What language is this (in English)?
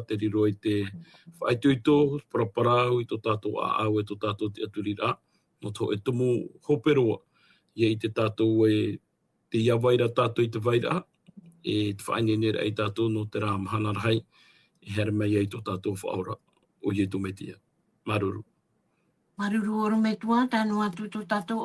Tahitian